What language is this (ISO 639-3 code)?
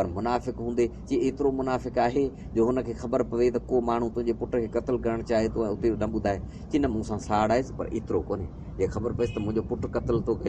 snd